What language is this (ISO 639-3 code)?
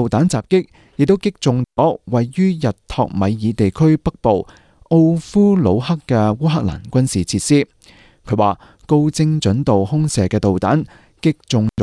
yue